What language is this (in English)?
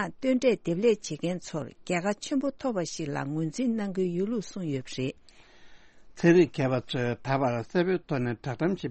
Tibetan